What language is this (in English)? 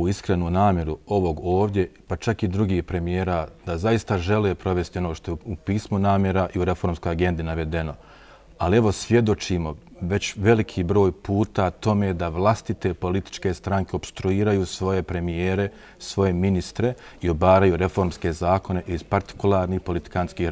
Bosnian